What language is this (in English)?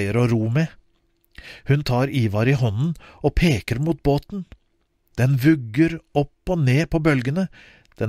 Norwegian